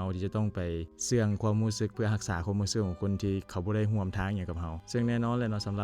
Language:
Lao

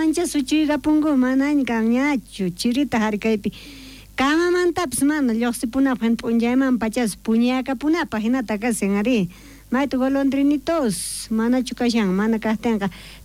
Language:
South Bolivian Quechua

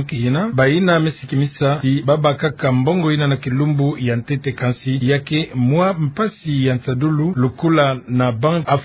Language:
Kituba (Democratic Republic of Congo)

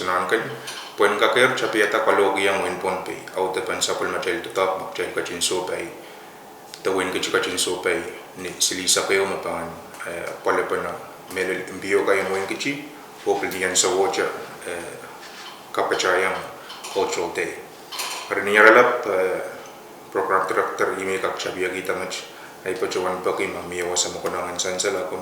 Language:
Pohnpeian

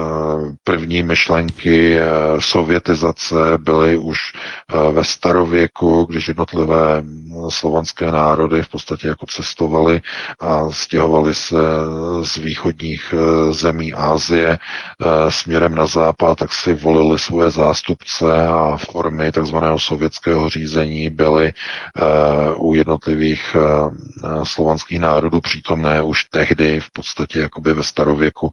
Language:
Czech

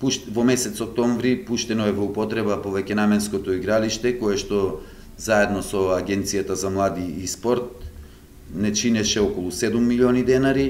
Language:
Macedonian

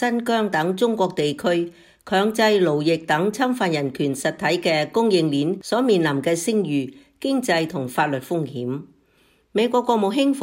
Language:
Cantonese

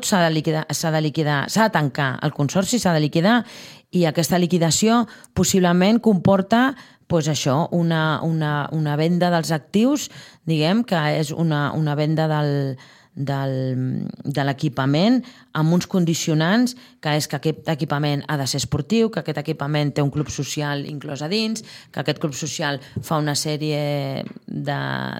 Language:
Catalan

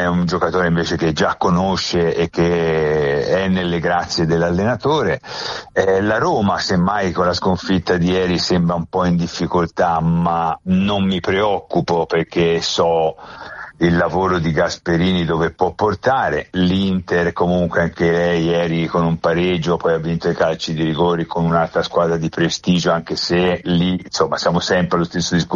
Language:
Italian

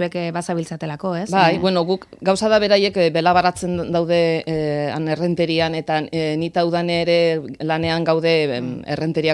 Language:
Basque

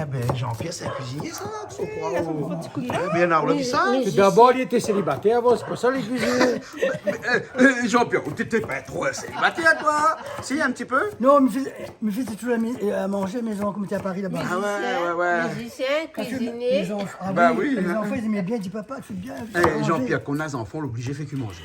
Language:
Réunion Creole French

